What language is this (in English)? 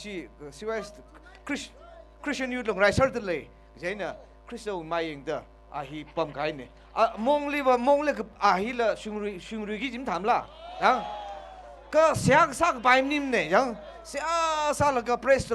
Tangkhul Naga (India)